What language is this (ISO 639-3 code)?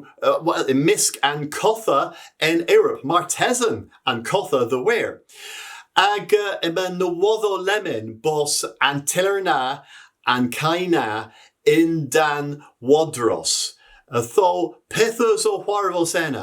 cor